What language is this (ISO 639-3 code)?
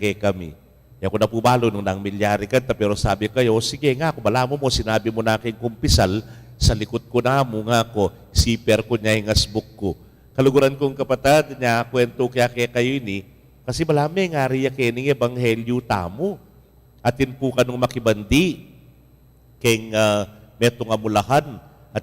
pam